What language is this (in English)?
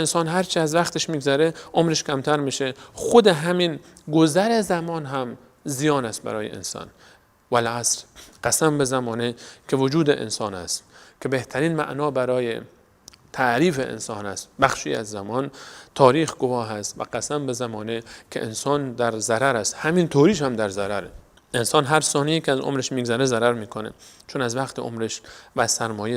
Persian